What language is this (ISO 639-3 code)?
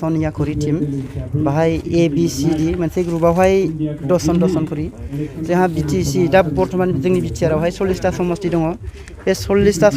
brx